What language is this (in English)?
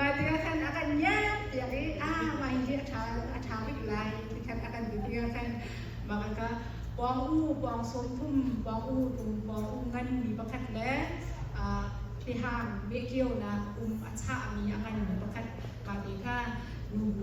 Hakha Chin